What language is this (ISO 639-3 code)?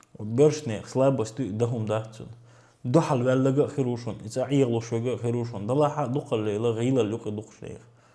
che